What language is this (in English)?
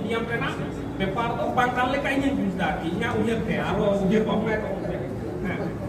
Santali